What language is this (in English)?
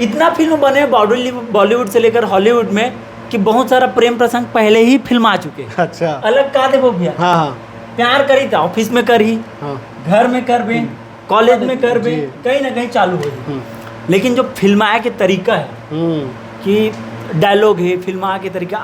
Chhattisgarhi